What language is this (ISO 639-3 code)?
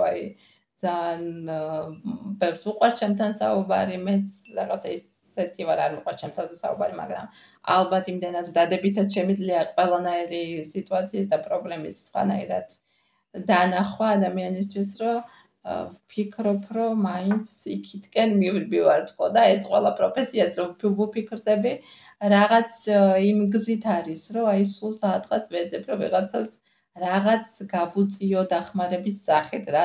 kat